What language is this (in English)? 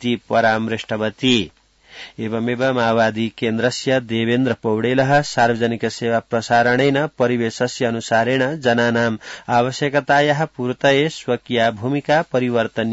Sanskrit